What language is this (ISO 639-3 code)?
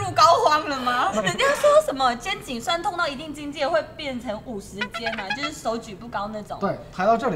zho